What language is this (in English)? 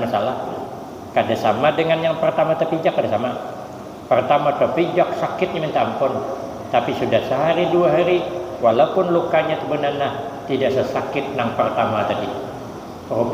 Banjar